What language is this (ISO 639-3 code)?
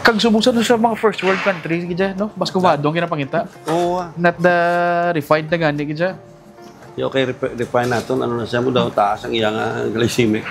hil